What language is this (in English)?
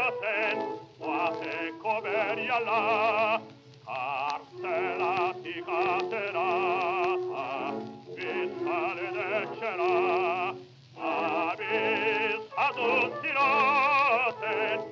Basque